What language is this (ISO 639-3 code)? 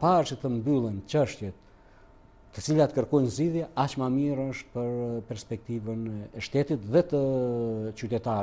sqi